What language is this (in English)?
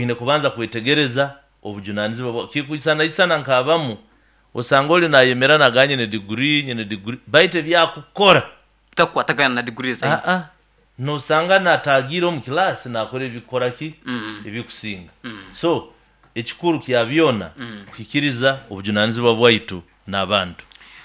Nyoro